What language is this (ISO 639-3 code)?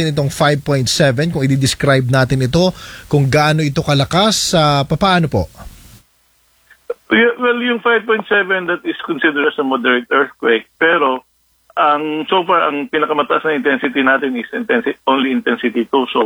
fil